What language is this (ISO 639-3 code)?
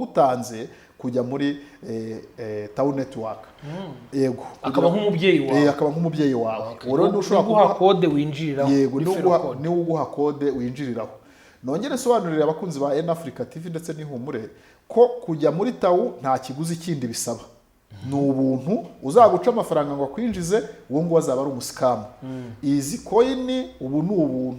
kin